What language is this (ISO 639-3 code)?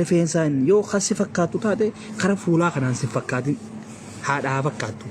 orm